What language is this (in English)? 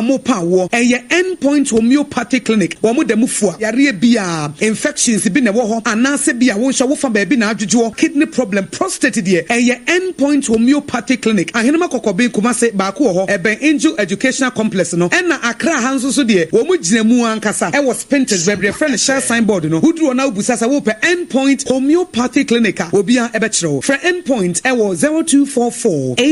Akan